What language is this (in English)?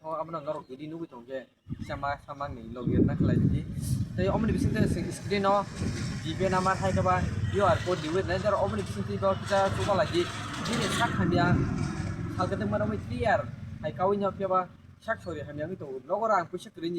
Kok Borok